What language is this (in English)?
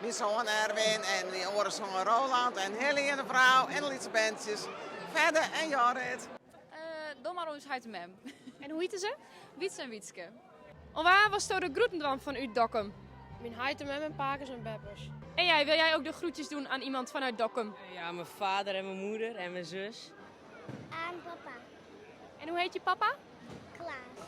Western Frisian